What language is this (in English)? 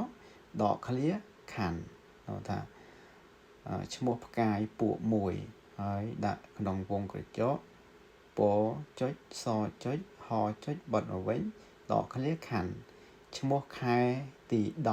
Khmer